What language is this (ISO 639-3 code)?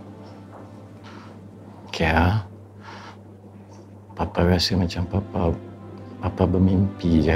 msa